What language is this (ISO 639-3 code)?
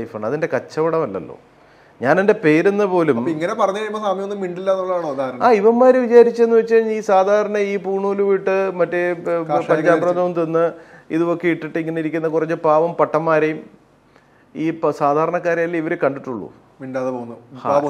mal